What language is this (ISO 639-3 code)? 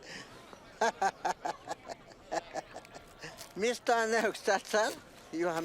toj